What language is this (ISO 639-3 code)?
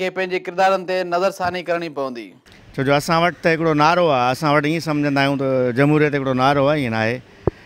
snd